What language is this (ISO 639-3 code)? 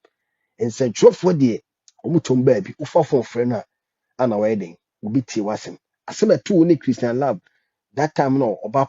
aka